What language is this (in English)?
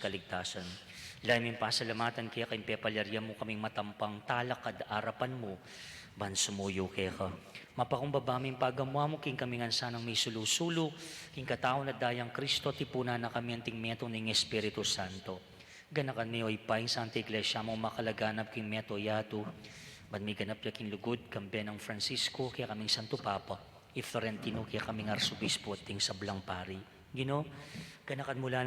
Pampanga